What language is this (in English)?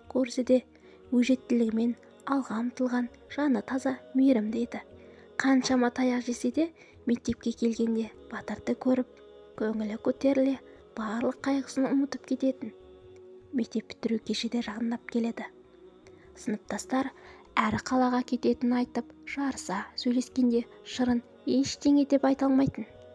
Kazakh